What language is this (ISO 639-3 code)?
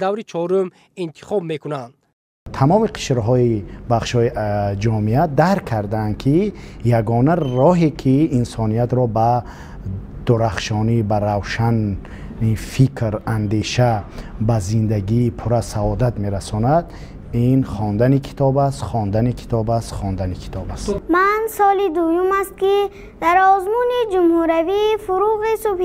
tgk